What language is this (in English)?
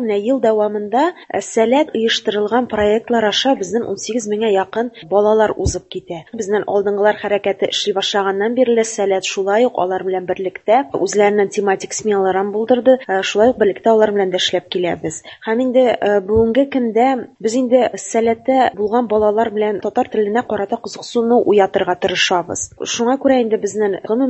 Tatar